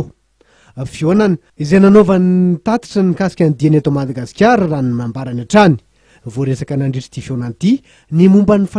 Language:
Malagasy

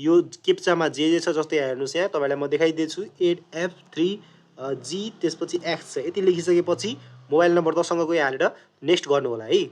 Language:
Nepali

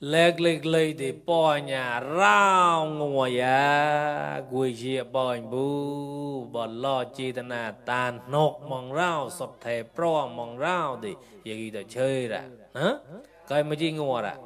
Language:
Mon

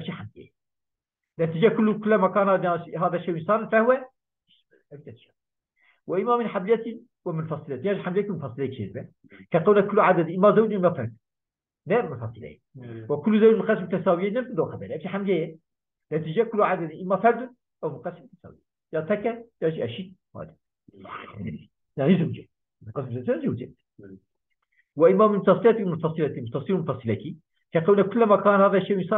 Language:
Kurdish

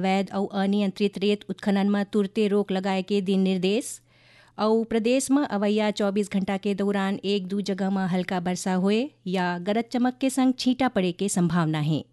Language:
Chhattisgarhi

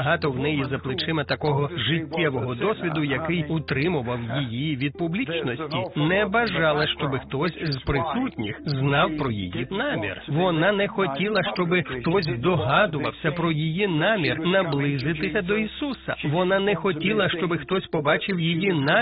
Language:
Ukrainian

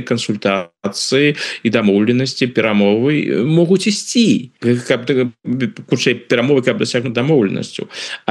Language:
Belarusian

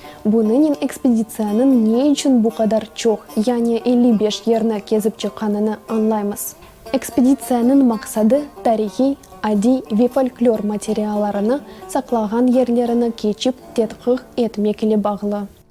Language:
Crimean Tatar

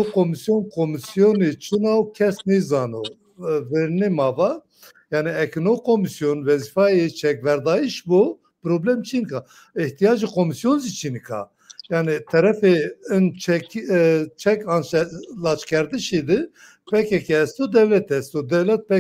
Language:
Zaza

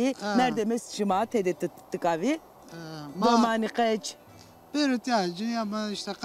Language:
Zaza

